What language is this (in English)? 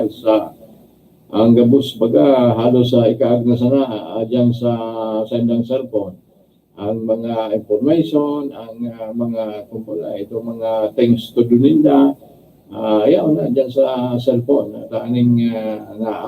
Bikol